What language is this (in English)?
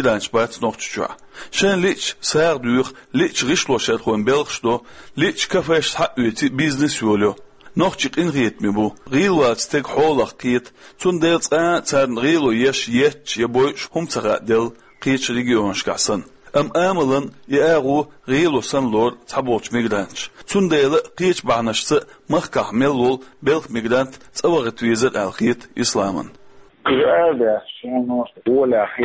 Chechen